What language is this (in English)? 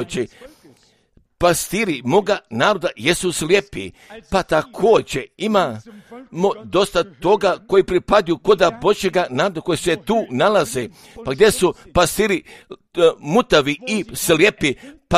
Croatian